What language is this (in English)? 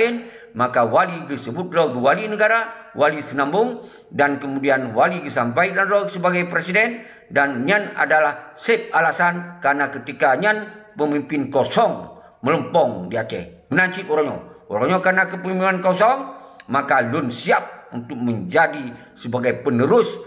Achinese